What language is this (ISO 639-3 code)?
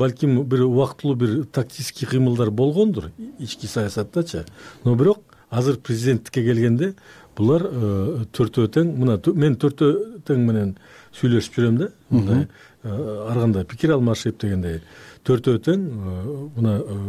kir